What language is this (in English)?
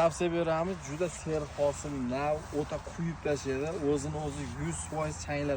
Uzbek